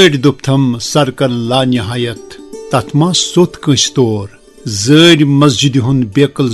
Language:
Kashmiri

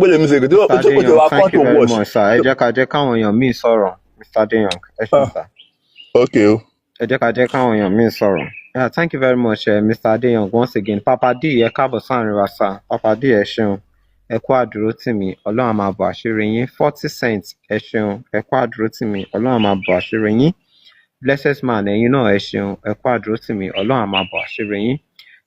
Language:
Yoruba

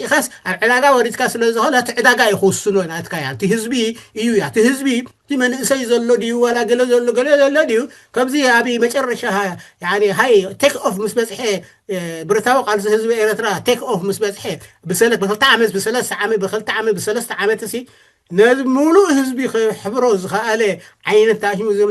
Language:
Tigrinya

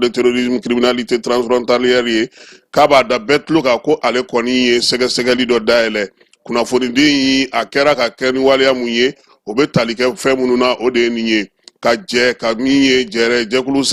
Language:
Bambara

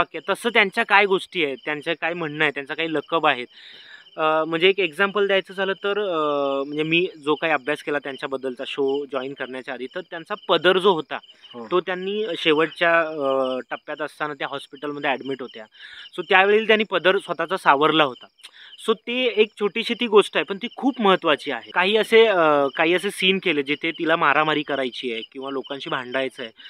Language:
Marathi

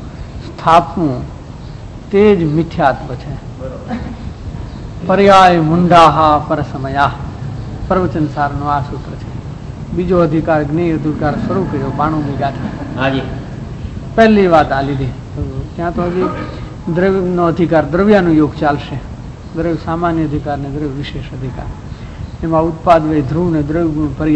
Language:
Gujarati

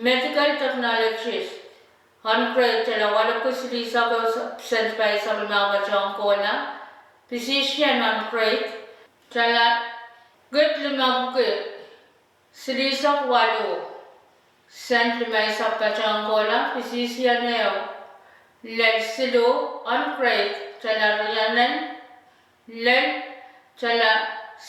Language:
Pohnpeian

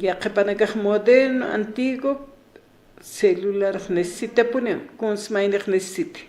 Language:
Aymara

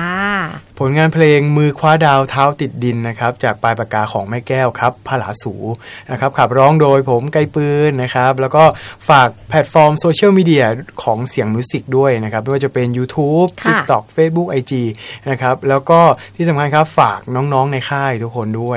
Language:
Thai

